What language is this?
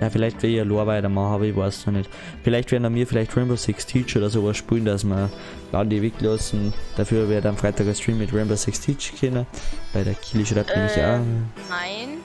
Bavarian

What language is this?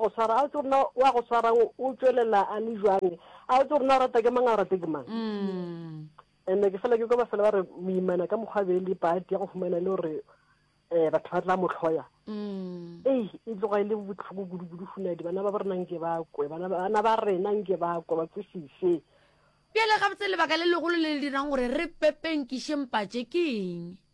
Northern Sotho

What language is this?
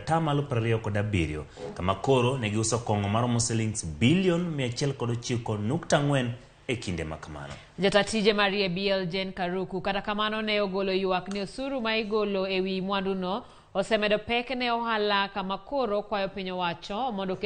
Luo (Kenya and Tanzania)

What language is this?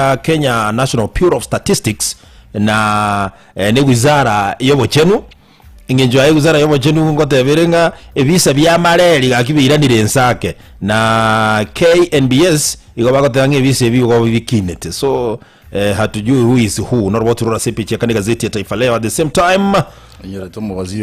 Gusii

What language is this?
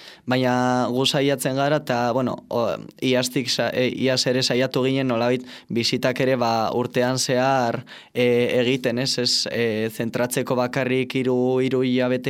Basque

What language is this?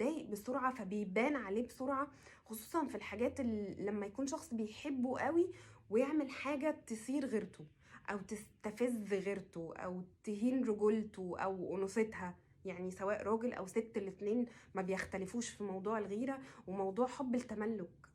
Egyptian Arabic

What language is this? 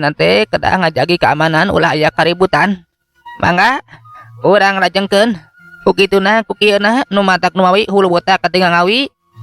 Sundanese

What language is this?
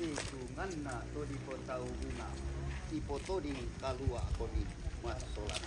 Toraja-Sa'dan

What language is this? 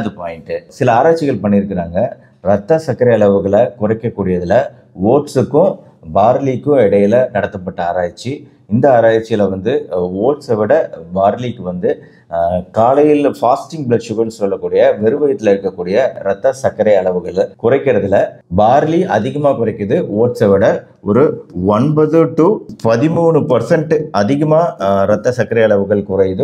Tamil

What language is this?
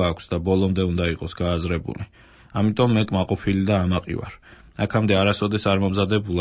Georgian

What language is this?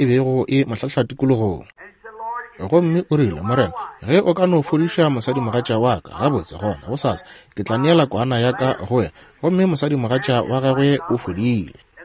Northern Sotho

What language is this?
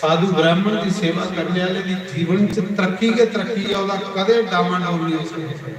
Dogri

